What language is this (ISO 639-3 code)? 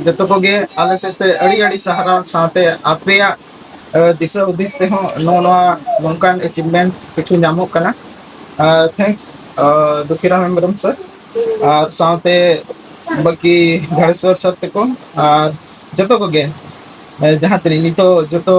sat